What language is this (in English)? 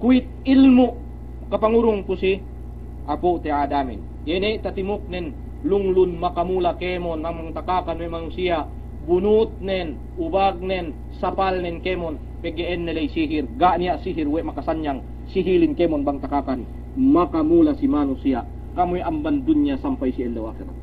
Yakan